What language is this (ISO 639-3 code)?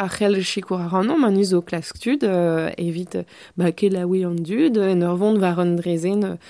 bre